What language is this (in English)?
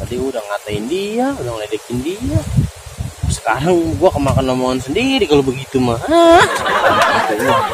Betawi